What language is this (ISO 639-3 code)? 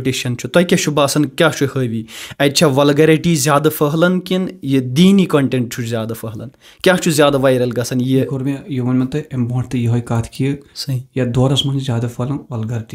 kas